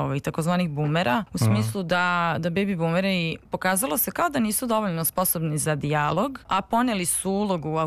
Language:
Serbian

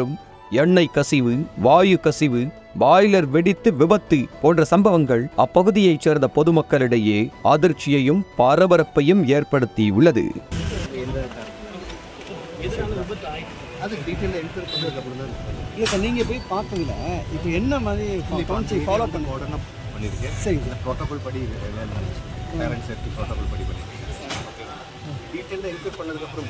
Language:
Tamil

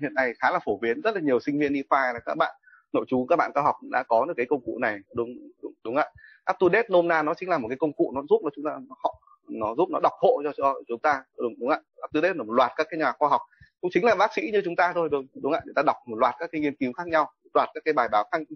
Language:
Vietnamese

